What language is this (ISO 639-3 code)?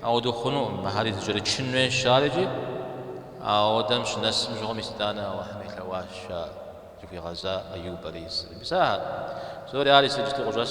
kbd